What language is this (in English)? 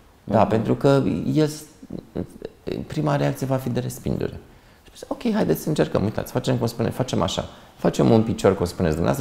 Romanian